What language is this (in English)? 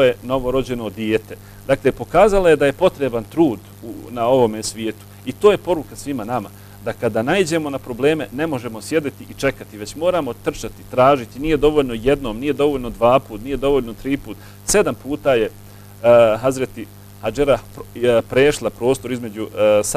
Bosnian